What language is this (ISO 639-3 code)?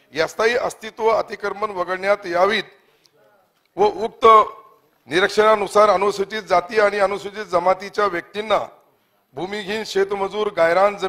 mar